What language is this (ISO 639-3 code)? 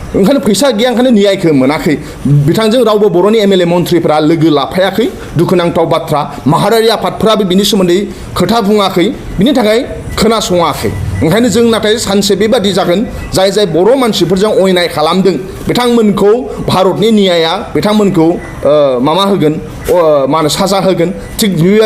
brx